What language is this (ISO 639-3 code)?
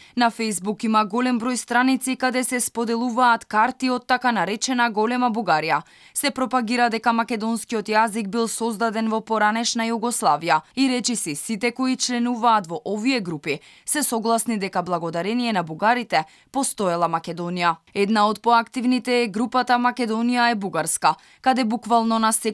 mkd